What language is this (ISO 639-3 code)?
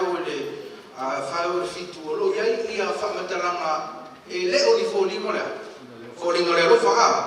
smo